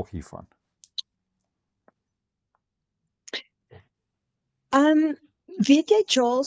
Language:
Afrikaans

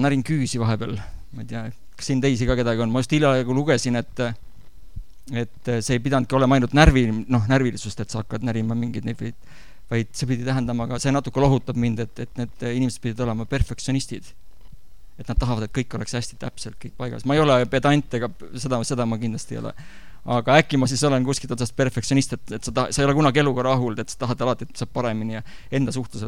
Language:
Estonian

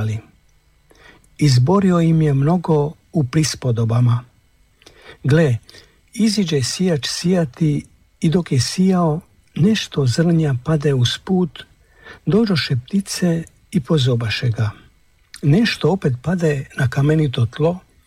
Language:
Croatian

